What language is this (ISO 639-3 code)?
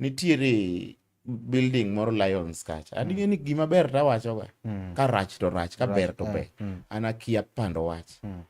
luo